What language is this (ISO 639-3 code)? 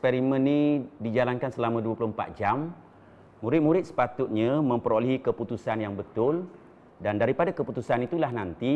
msa